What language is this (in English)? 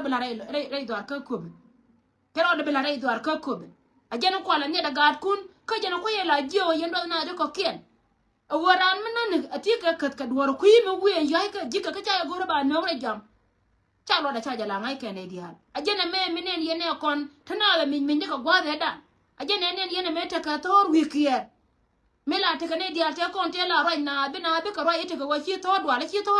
Nuer